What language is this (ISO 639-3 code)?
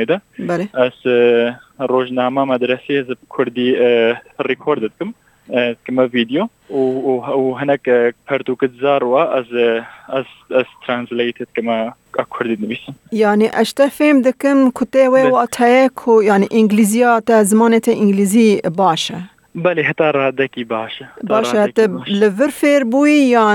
kur